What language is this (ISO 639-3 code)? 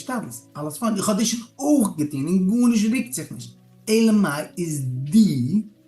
yid